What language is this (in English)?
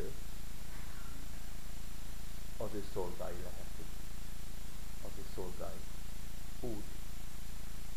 Hungarian